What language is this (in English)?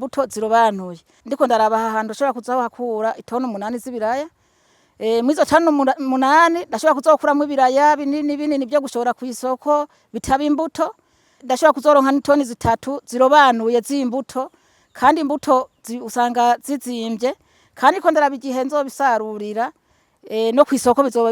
Rundi